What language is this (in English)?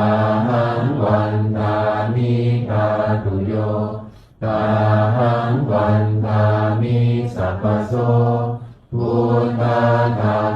Pali